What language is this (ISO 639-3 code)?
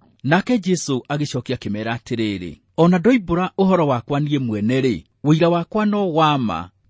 kik